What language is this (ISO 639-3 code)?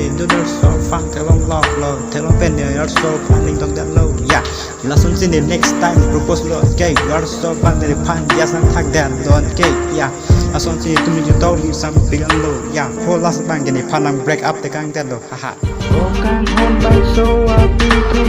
mjw